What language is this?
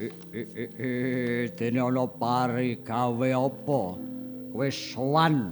Javanese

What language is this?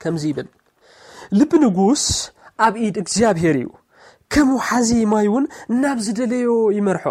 Tigrinya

